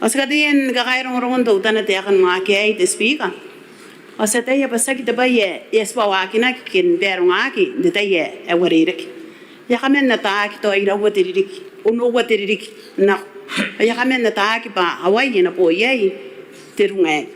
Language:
Gilbertese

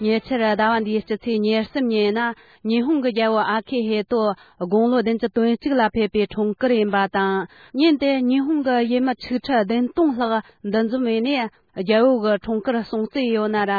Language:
Tibetan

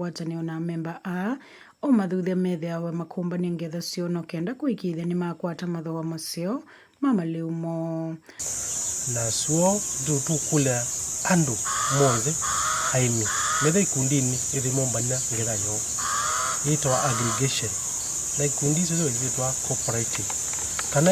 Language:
Kamba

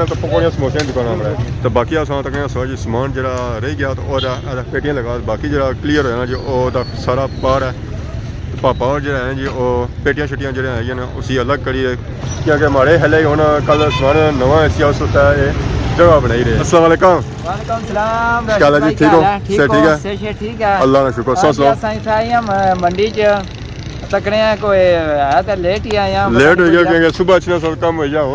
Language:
Pahari-Potwari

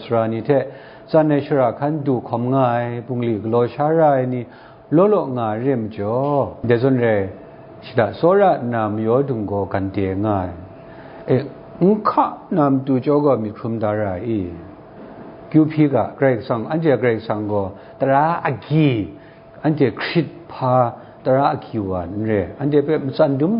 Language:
Kachin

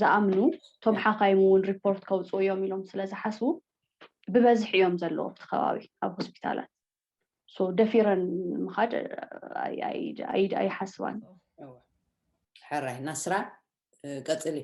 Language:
Tigrinya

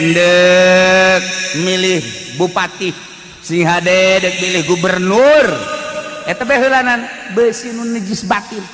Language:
Sundanese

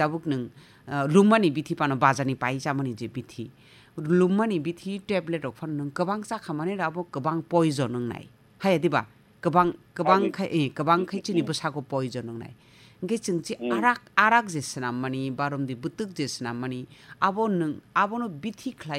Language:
Kok Borok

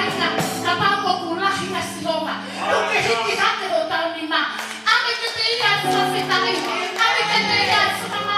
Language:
Tongan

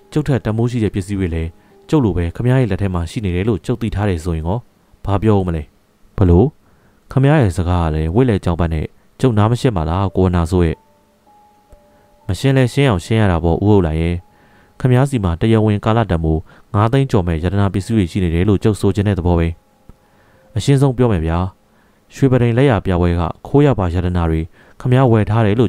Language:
Burmese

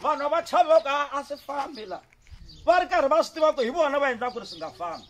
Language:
Tsonga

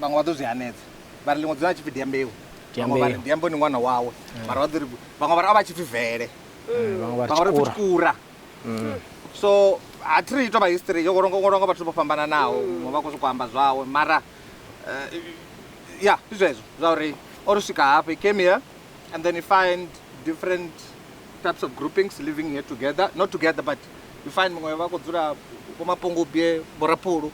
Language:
Venda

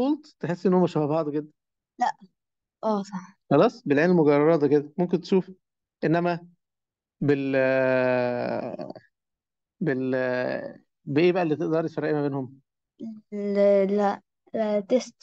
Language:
Egyptian Arabic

